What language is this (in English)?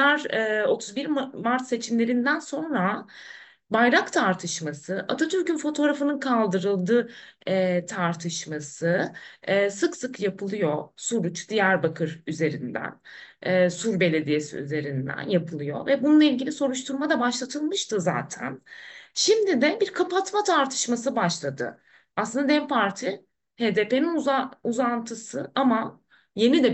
Turkish